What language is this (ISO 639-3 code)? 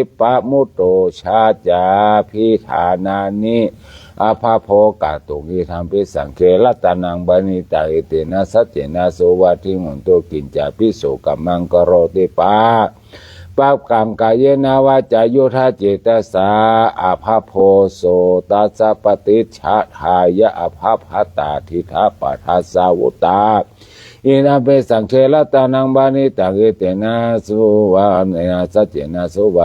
pli